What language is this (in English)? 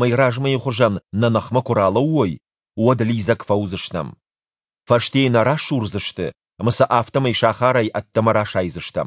Ossetic